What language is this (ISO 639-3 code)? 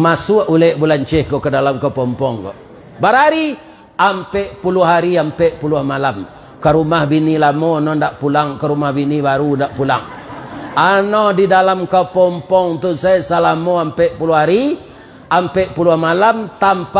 min